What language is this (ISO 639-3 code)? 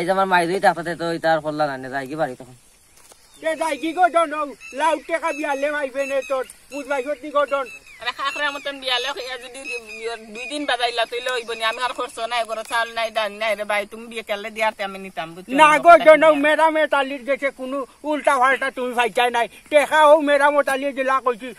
syl